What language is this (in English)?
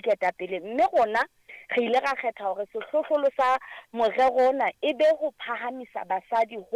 Southern Sotho